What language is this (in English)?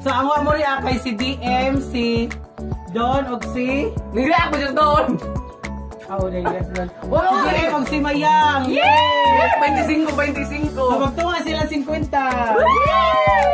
Cebuano